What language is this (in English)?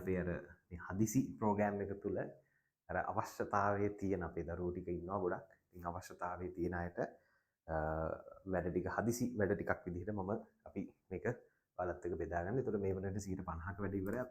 Sinhala